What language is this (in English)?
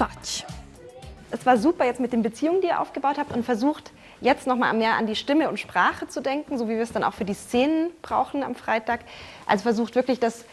Romansh